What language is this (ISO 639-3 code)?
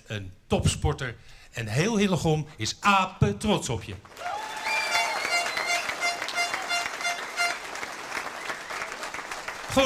nld